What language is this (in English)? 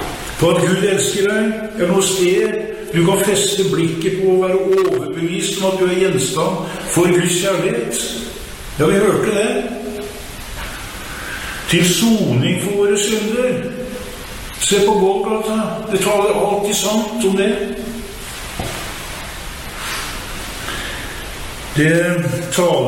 Norwegian